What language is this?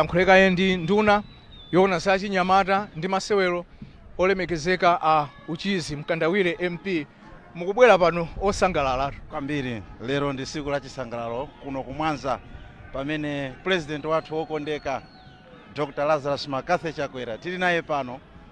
Nyanja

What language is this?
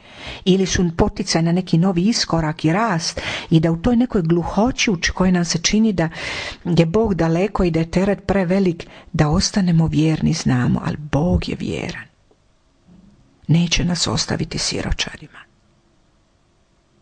Croatian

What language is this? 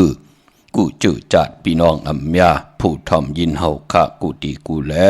Shan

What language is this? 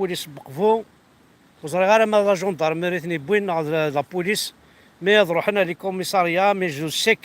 Kabyle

